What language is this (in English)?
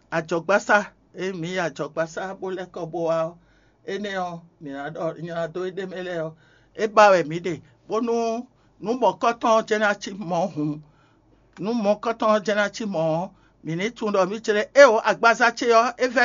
Fon